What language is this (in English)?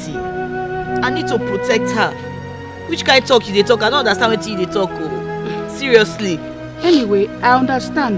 Nigerian Pidgin